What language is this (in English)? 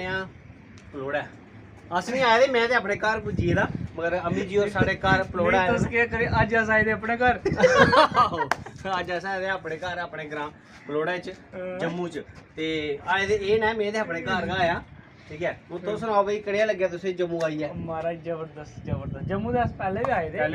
Dogri